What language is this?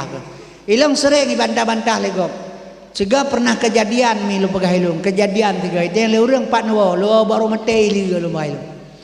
Achinese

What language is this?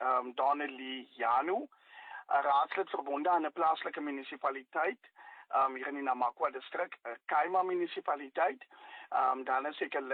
Afrikaans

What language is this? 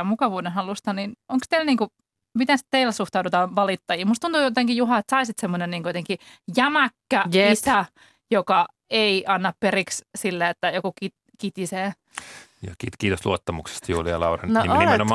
Finnish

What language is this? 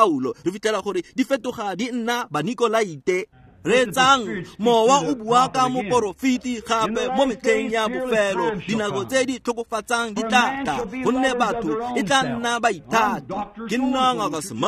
Tswana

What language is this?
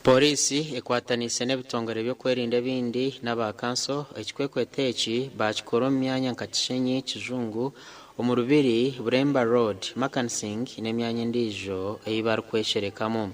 Nyankole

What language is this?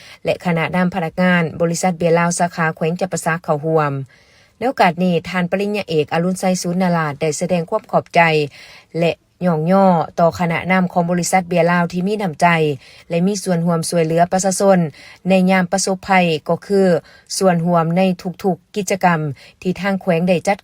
Lao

